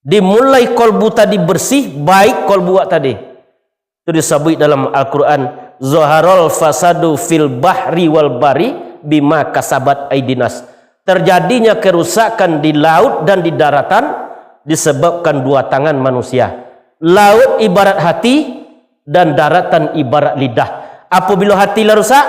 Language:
Minangkabau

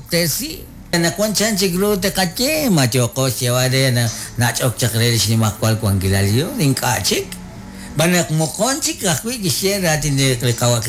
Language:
Kekchí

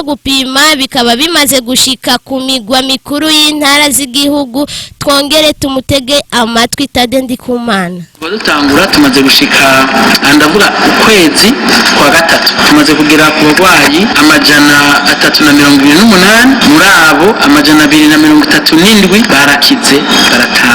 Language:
Rundi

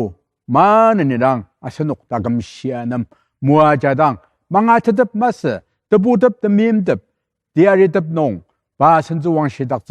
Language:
Ao Naga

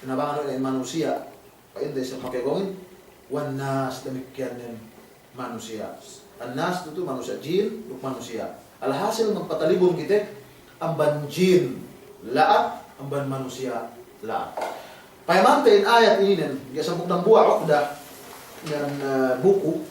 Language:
Yakan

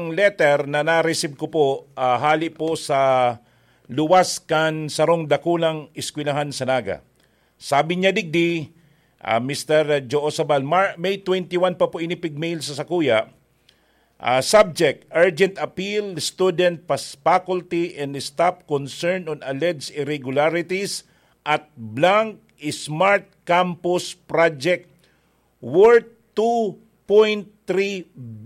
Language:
Bikol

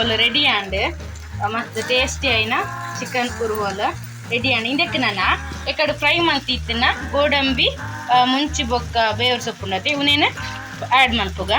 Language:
Tulu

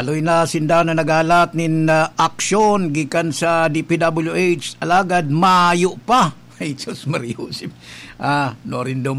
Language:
Bikol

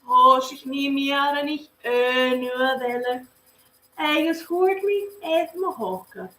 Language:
Scottish Gaelic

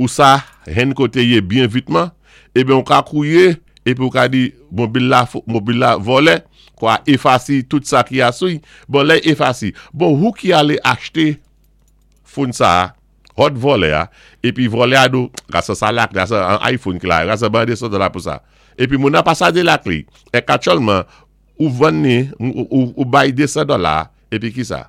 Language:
Saint Lucian Creole French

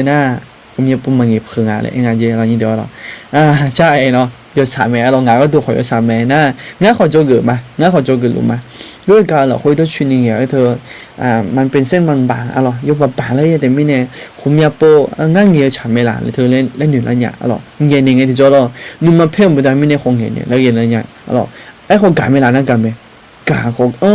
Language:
Akha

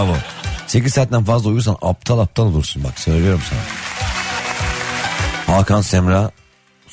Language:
Turkish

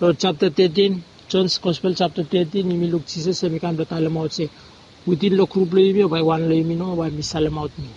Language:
Bislama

